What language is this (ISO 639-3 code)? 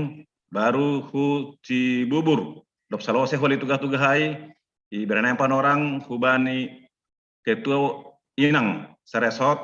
bts